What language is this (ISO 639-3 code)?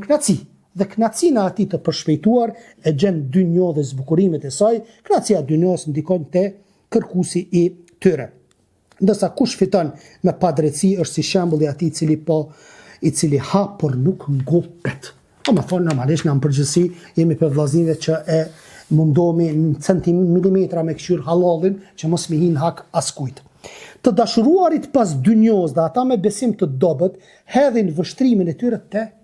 sqi